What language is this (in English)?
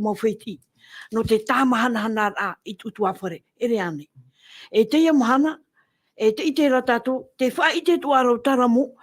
Tahitian